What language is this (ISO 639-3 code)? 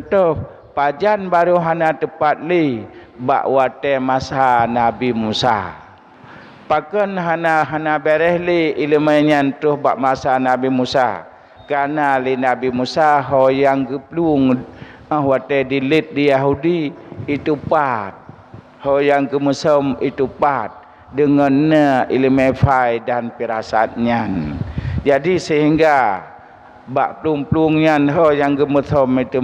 ace